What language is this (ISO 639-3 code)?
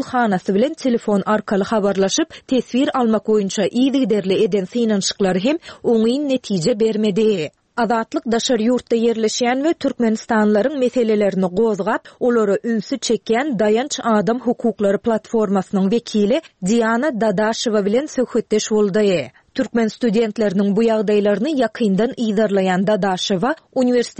tuk